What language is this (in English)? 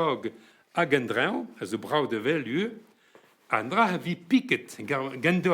Breton